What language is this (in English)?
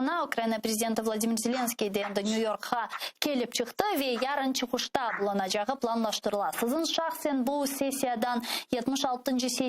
Crimean Tatar